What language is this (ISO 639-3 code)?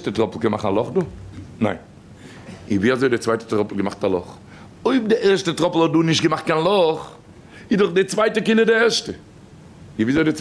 yid